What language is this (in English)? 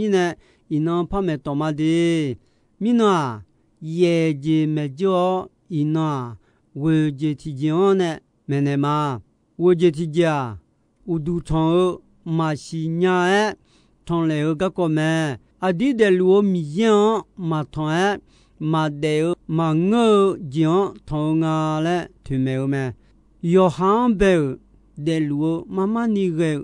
Akha